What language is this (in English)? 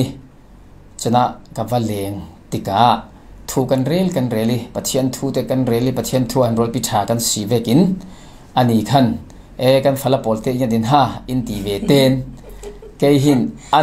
Falam Chin